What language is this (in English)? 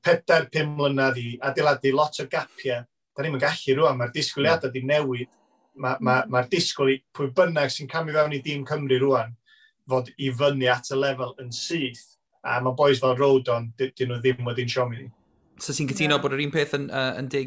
Welsh